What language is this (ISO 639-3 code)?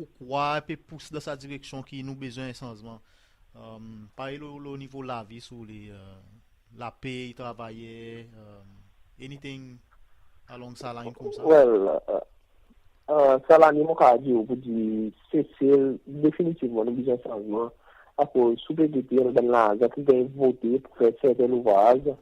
crs